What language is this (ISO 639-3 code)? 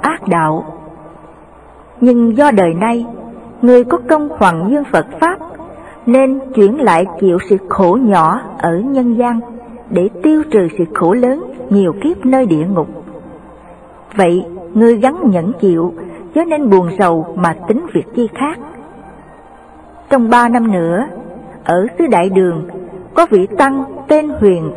vie